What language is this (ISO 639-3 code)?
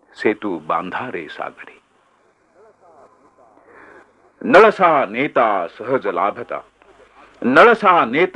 mar